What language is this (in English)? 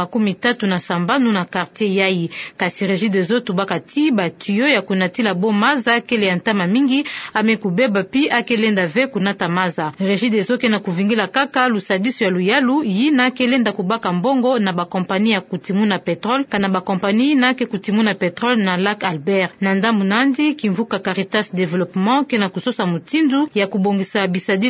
Kituba (Democratic Republic of Congo)